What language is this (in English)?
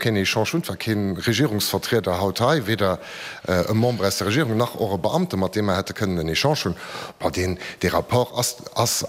Luxembourgish